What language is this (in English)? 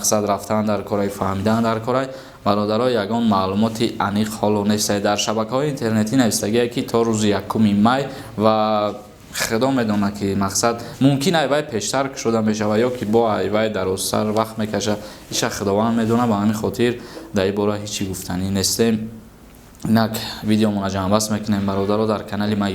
Tajik